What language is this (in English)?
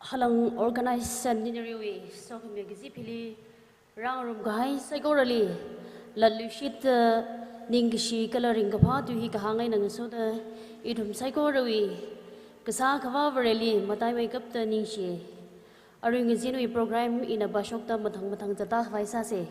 Tangkhul Naga (India)